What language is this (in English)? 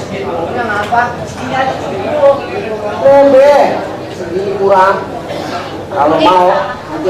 Betawi